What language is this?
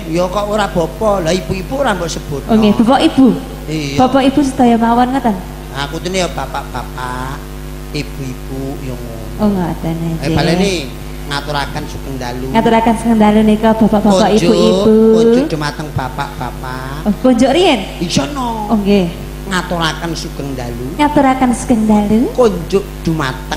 Javanese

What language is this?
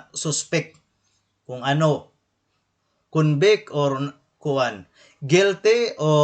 Waray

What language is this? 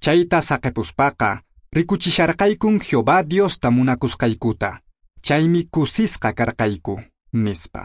Quechua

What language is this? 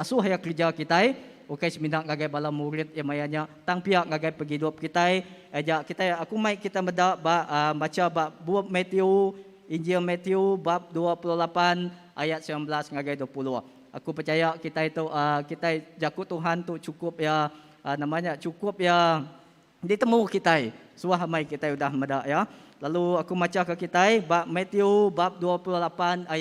Iban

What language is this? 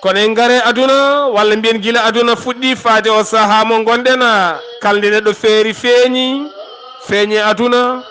Fula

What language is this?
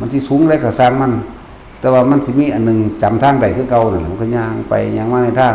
Lao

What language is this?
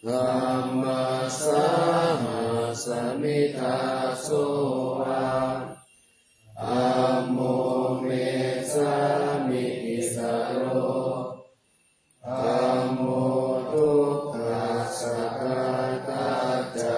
Pali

